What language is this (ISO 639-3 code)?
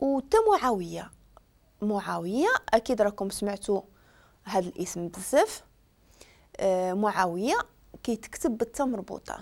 ary